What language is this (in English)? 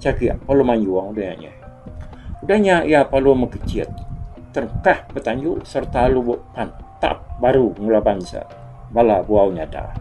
Iban